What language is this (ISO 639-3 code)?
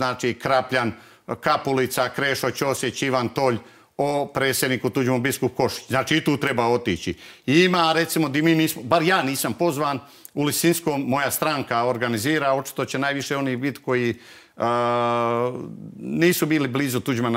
hrv